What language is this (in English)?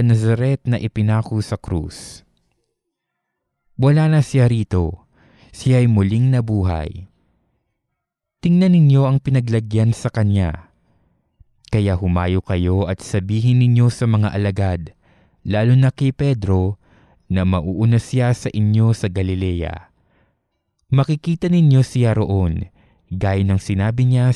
Filipino